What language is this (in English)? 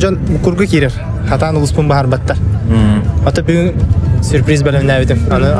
Yakut